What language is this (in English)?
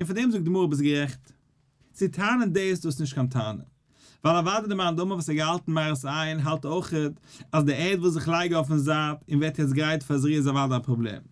Yiddish